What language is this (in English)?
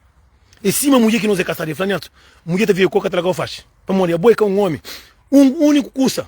Kabuverdianu